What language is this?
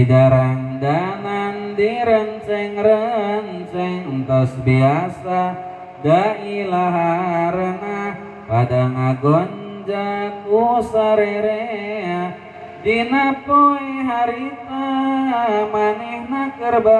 Sundanese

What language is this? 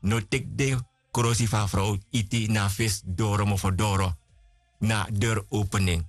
Sranan Tongo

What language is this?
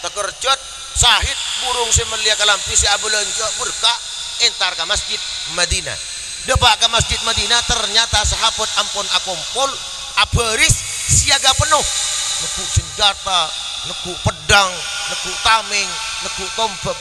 Madurese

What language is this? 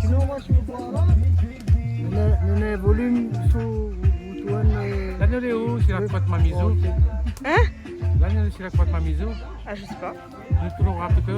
Réunion Creole French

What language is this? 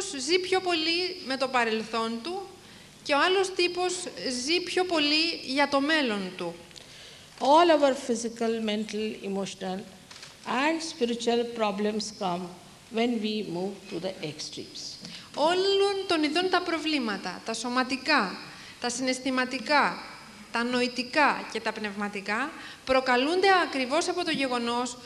Greek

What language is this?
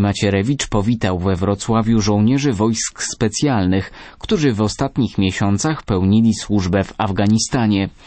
Polish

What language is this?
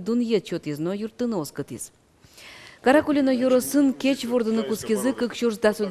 Udmurt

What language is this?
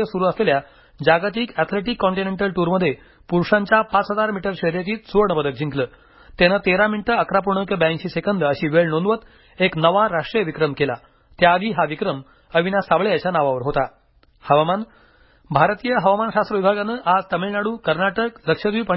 Marathi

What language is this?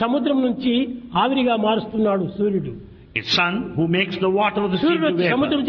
Telugu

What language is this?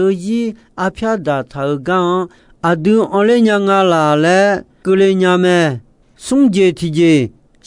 Akha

